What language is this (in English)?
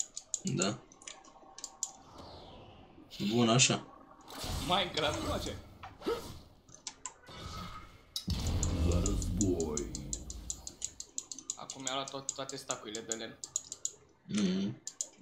Romanian